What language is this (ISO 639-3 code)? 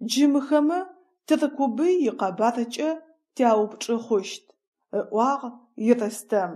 ady